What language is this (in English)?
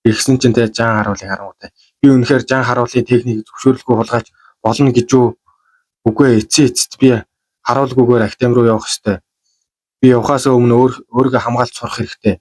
Mongolian